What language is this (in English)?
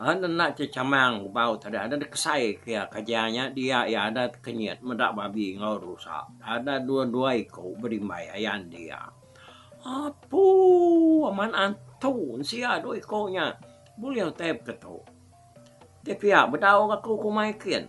Iban